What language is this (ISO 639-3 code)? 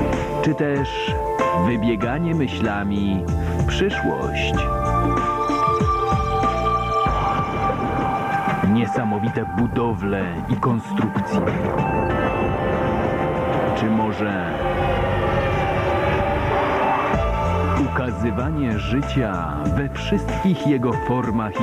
pol